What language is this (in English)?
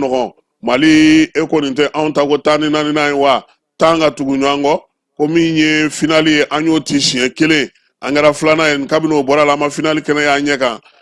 Bambara